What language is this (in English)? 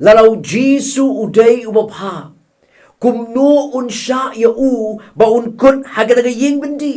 Khasi